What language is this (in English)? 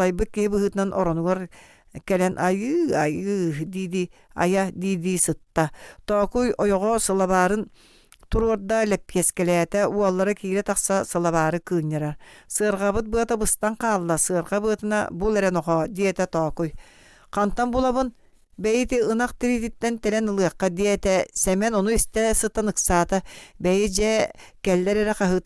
Yakut